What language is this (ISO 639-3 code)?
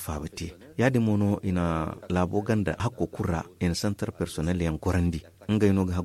dje